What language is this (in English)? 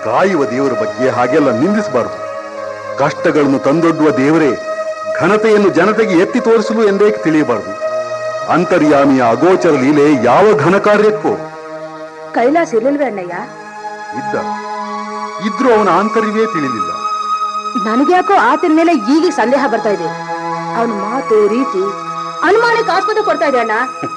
Kannada